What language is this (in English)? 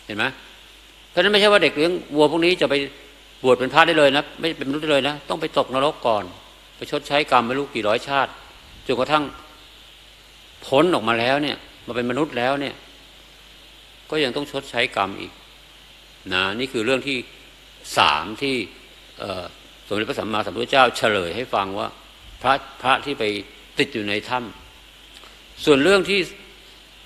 Thai